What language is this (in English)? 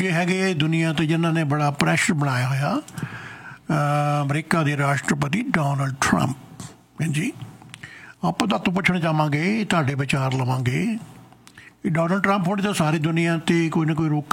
Punjabi